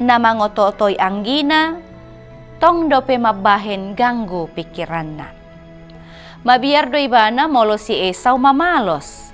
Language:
Batak Toba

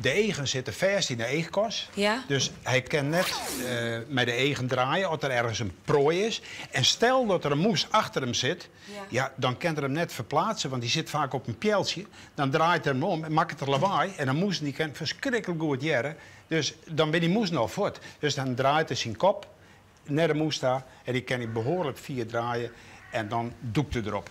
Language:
Western Frisian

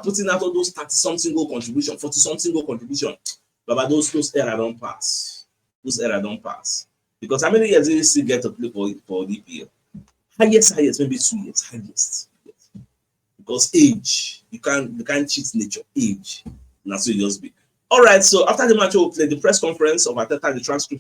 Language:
Nigerian Pidgin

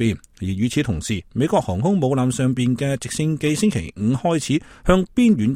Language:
Cantonese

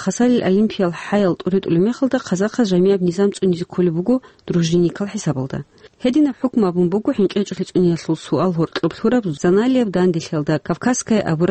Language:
Avaric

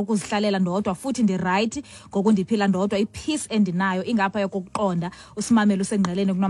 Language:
Xhosa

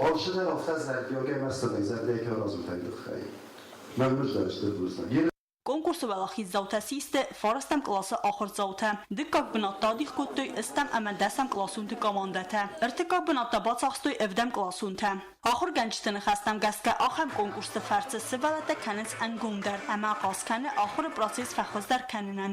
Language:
Ossetic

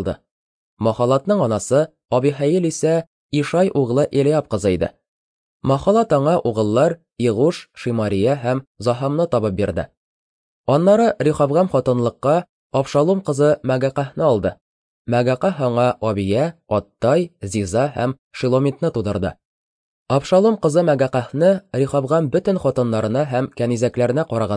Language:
Tatar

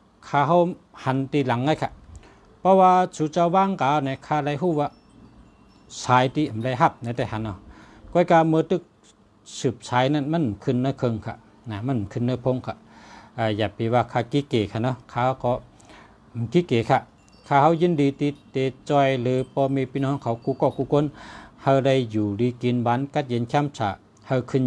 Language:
Shan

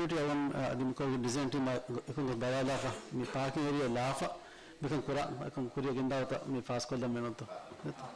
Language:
Divehi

